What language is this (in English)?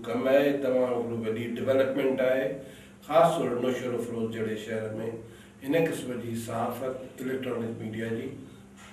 Sindhi